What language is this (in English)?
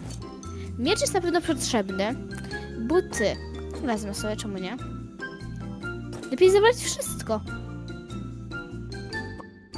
Polish